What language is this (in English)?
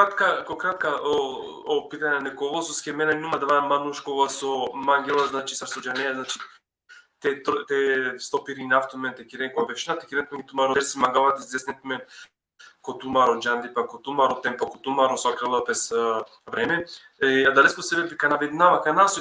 Balkan Romani